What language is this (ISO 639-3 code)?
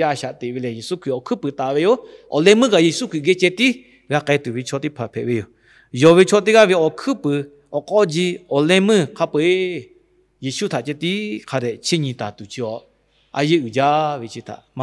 lhu